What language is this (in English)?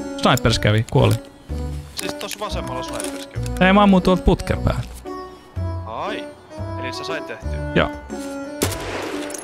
Finnish